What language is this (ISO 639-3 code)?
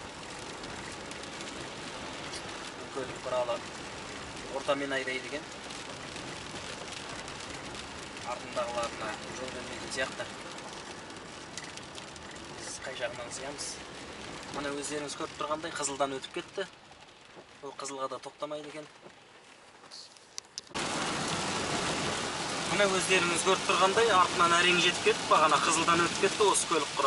kaz